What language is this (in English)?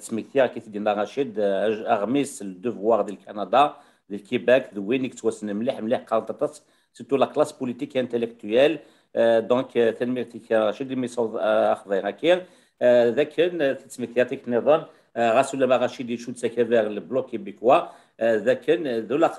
Kabyle